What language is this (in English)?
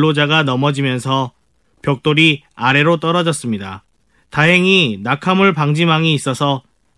Korean